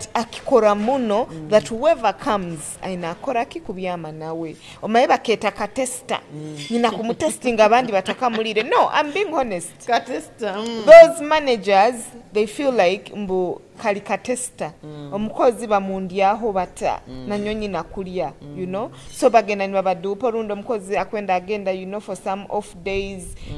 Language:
Nyoro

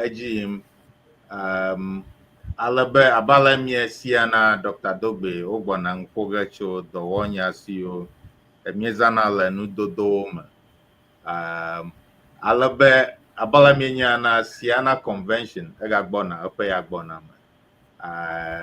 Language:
Ewe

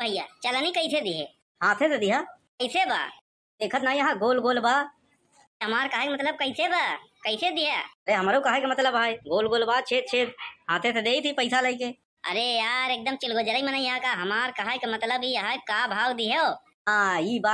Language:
Awadhi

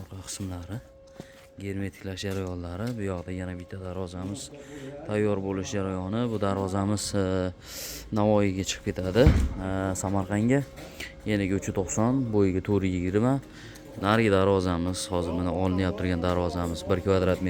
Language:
Uzbek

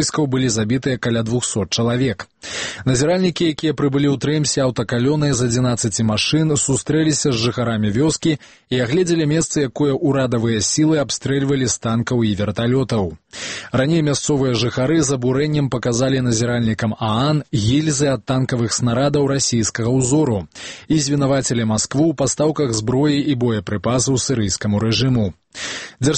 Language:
Belarusian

